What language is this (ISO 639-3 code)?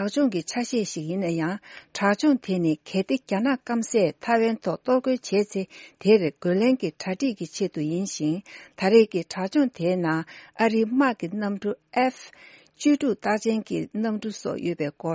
bod